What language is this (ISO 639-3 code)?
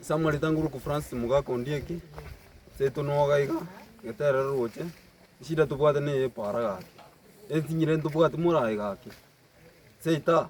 guz